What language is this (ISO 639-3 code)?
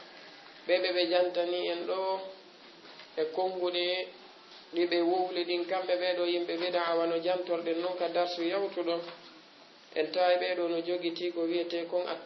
ful